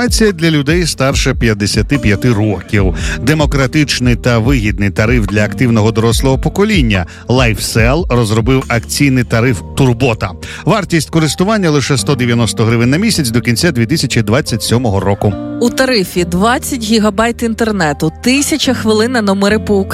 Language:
Ukrainian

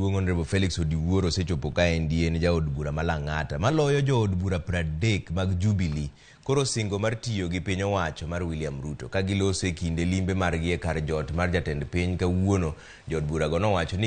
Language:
Luo (Kenya and Tanzania)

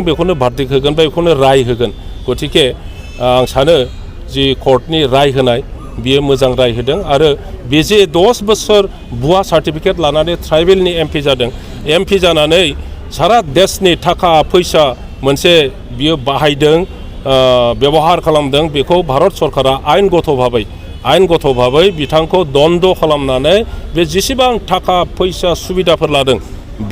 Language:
Bodo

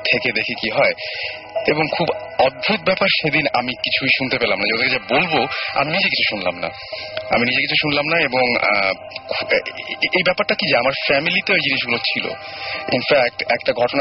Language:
Bangla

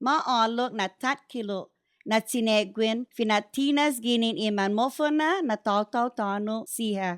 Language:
Chamorro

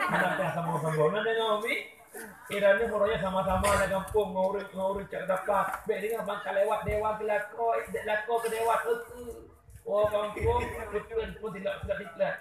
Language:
Achinese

